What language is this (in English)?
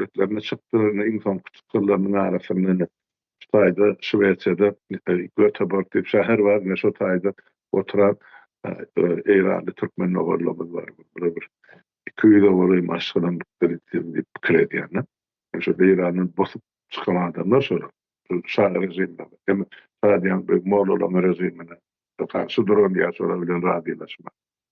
Turkmen